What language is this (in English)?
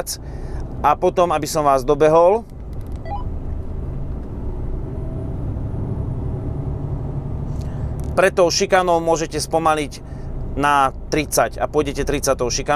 Slovak